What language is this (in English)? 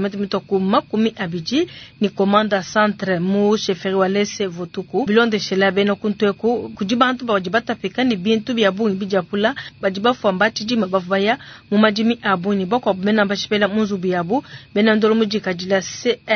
Luba-Lulua